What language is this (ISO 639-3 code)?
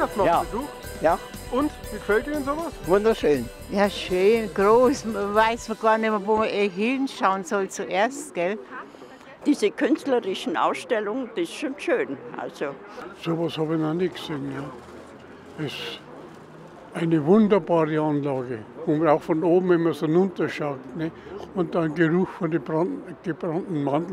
deu